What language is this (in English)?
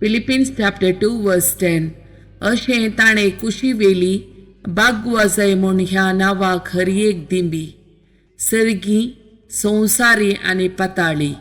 Konkani